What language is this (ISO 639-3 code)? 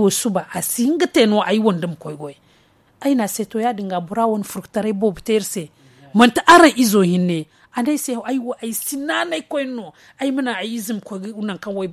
dje